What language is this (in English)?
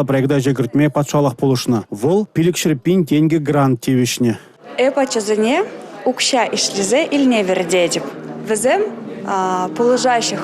Chuvash